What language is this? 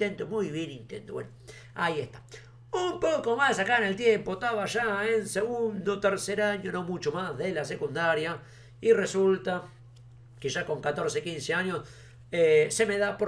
Spanish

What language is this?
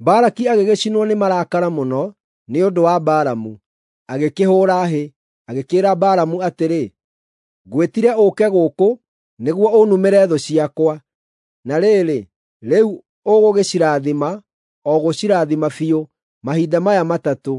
Kikuyu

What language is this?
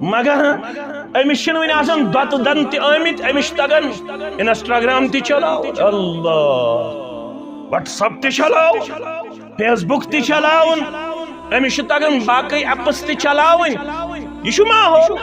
Kashmiri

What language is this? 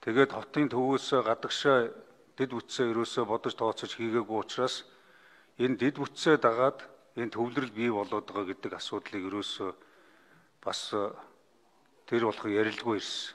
Mongolian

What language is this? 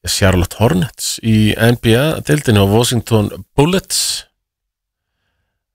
Icelandic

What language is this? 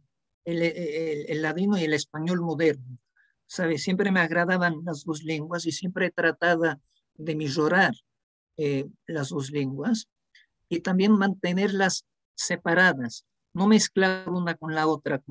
Ladino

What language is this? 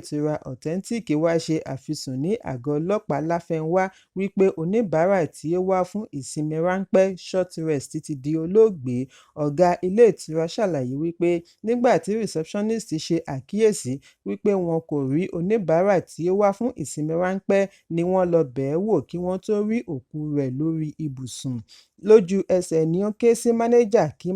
Yoruba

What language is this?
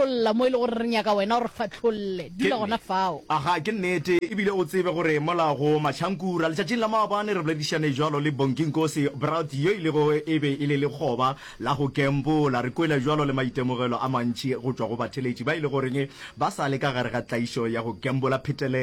Northern Sotho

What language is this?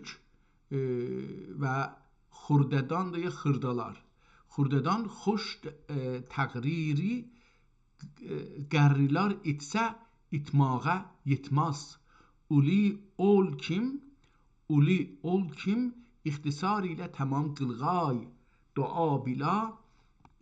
South Azerbaijani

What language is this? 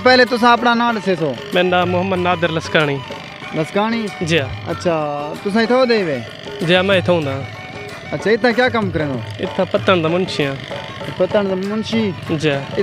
Saraiki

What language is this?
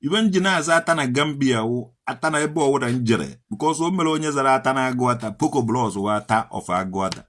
Igbo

